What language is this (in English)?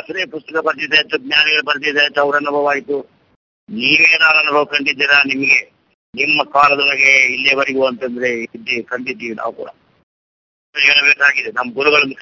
Kannada